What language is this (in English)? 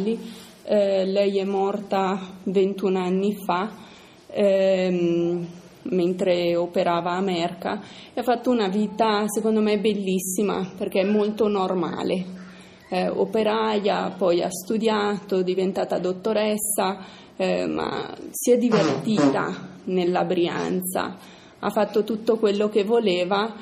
Italian